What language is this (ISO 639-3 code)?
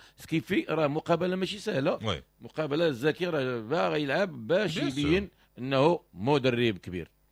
ary